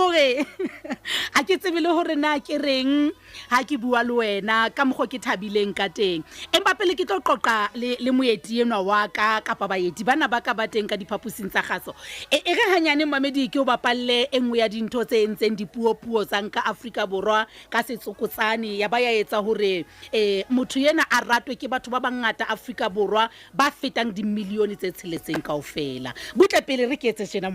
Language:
Southern Sotho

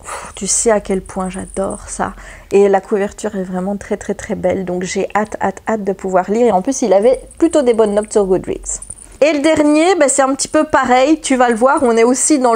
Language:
French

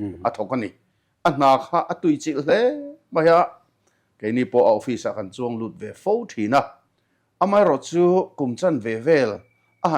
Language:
Mizo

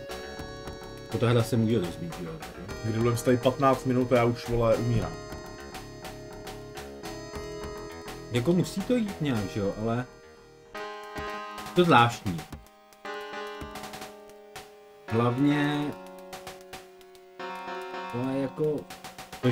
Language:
Czech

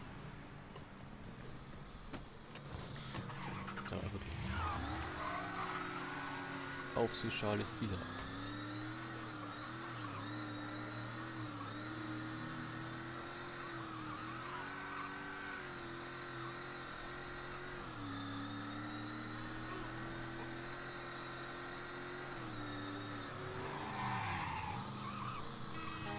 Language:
German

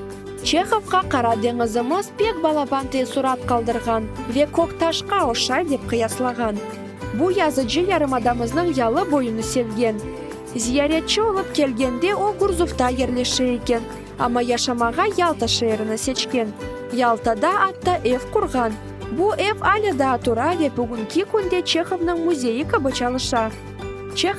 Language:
Crimean Tatar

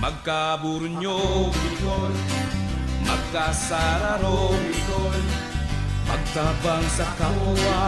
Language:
Bikol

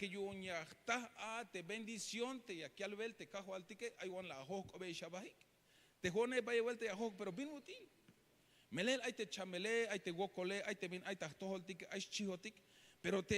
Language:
Tzeltal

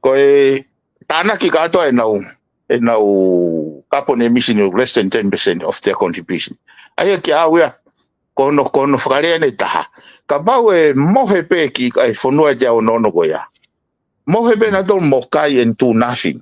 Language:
Tongan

